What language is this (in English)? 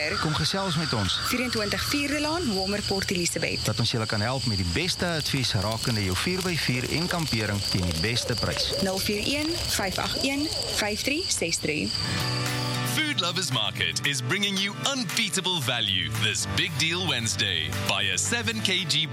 Afrikaans